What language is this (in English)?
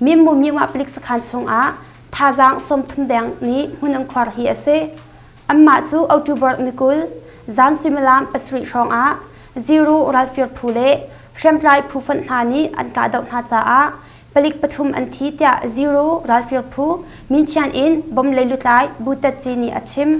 Hakha Chin